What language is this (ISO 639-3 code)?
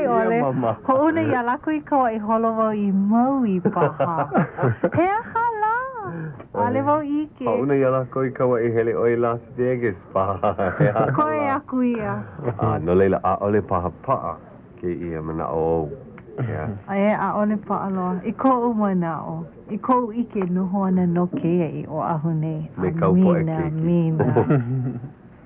haw